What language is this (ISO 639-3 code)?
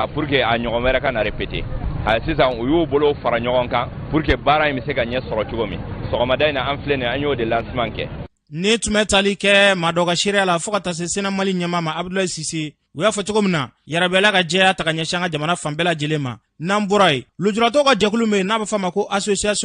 bam